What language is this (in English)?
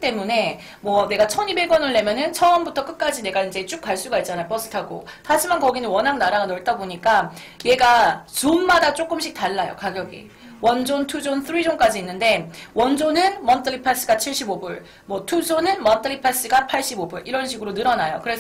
Korean